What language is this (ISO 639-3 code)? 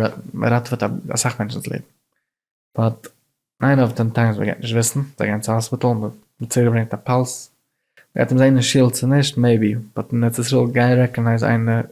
yid